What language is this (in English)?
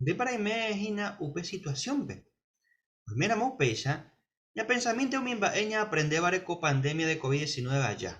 Guarani